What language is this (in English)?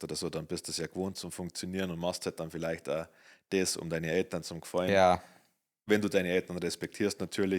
Bavarian